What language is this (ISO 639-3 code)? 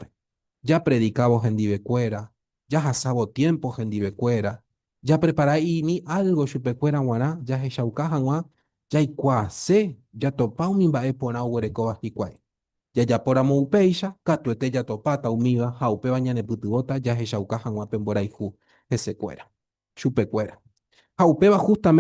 grn